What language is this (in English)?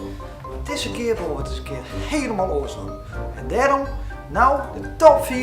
Western Frisian